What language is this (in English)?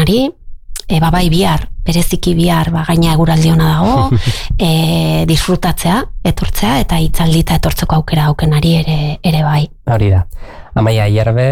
Basque